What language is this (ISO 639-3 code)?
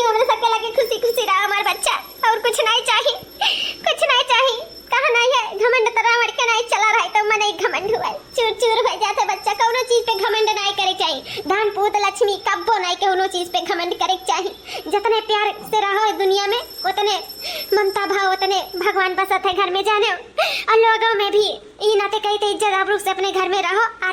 awa